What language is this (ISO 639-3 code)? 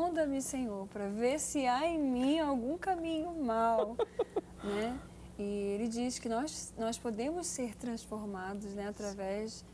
por